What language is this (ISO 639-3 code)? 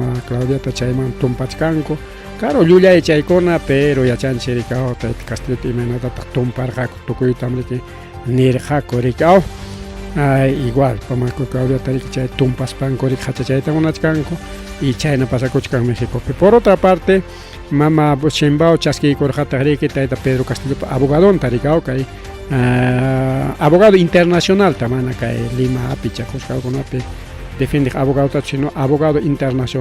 quy